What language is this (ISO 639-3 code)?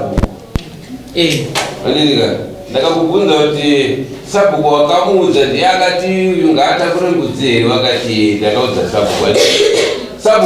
sna